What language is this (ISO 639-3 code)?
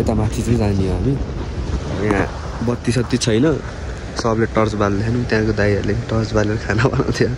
nep